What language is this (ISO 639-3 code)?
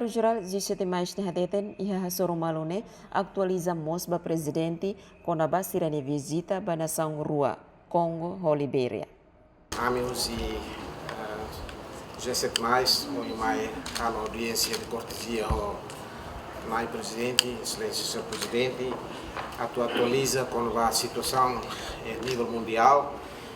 tet